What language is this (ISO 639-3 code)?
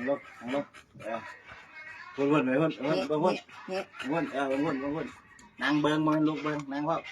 lao